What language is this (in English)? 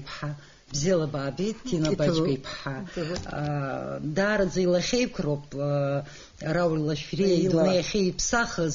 Abkhazian